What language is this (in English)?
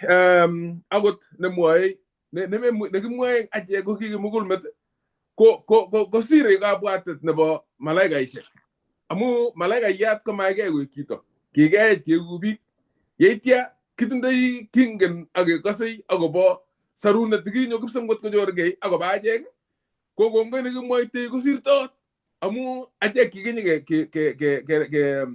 Kalenjin